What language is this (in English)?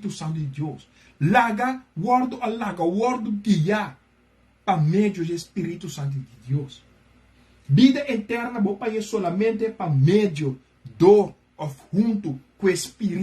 Papiamento